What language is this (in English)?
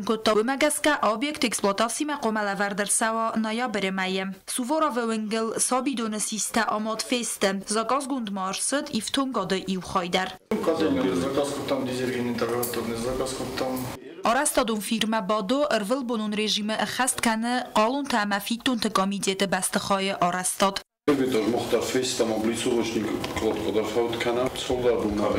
Ossetic